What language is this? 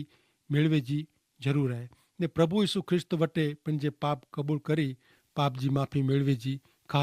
Kachhi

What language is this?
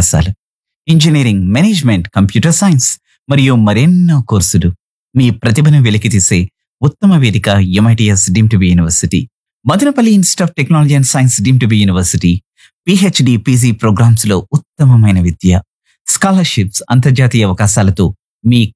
Telugu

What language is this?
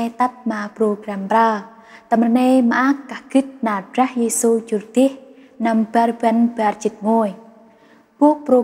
Central Mnong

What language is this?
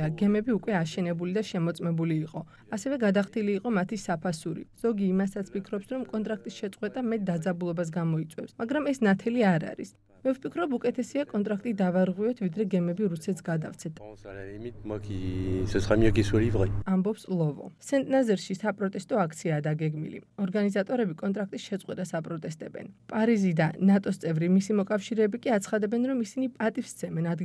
Georgian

